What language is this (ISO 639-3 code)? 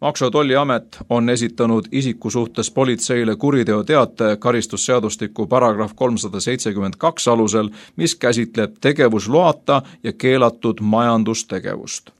est